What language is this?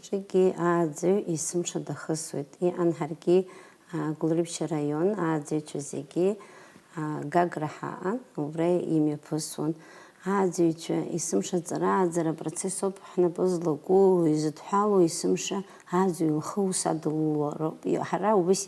Abkhazian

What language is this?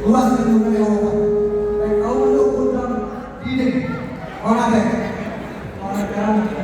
Batak Toba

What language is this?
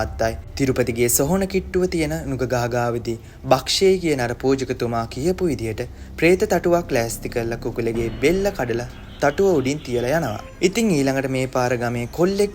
Sinhala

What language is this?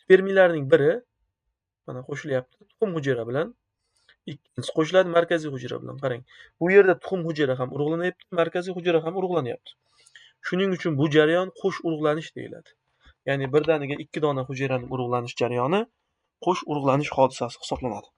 Uzbek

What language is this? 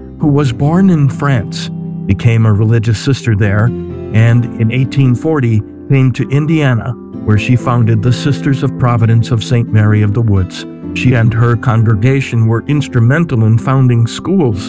English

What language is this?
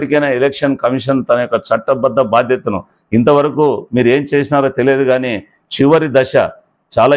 Telugu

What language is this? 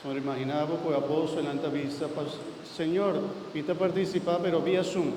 Papiamento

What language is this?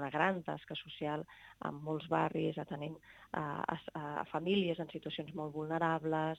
Catalan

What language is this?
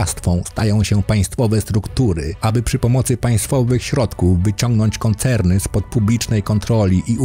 Polish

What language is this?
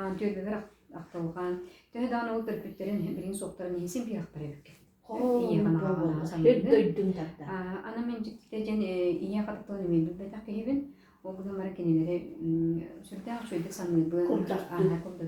Yakut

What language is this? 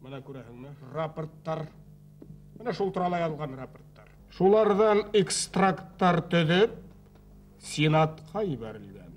Bashkir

